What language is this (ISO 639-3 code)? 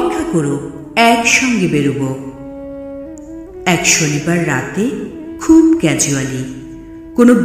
ben